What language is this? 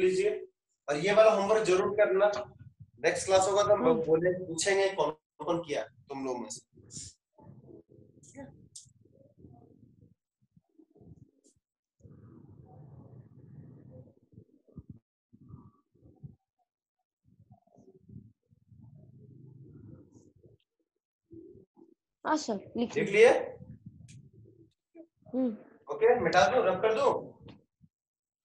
Hindi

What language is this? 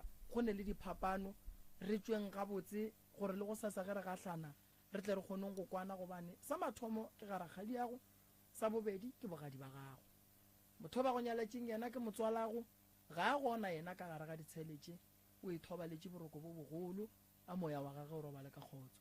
Northern Sotho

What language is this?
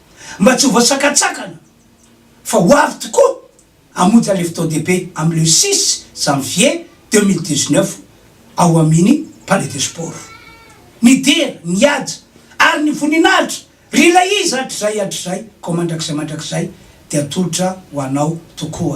Malagasy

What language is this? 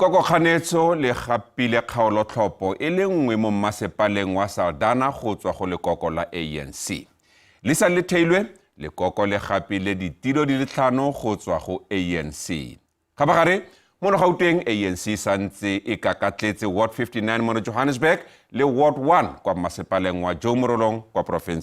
Tswana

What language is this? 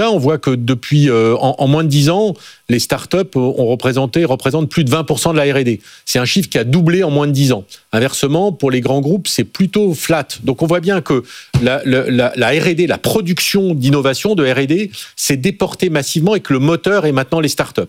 French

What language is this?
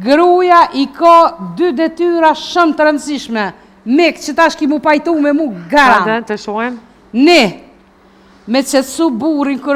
Albanian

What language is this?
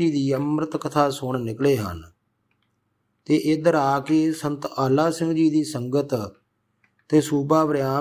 Punjabi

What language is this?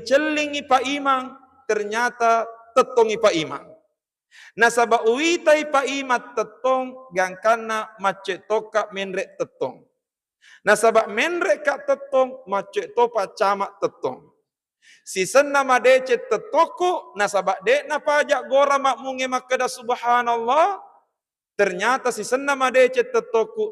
Buginese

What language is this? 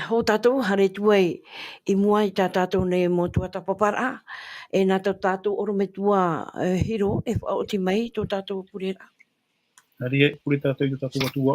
Tahitian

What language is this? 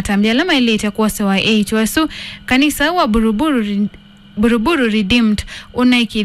Kamba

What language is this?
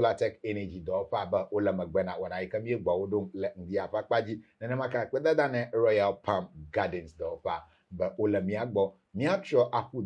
Ewe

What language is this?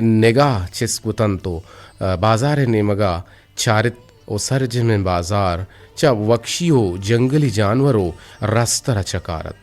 Eastern Balochi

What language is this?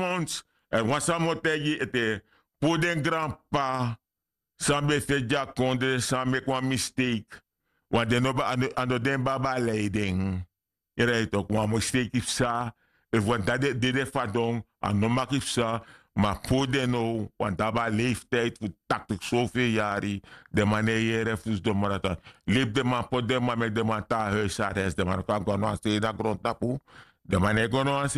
Sranan Tongo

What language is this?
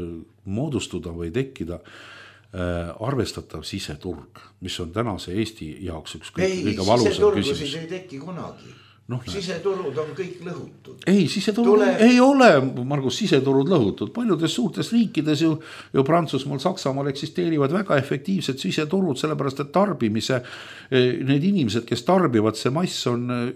Estonian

